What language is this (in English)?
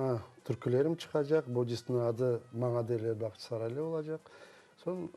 Crimean Tatar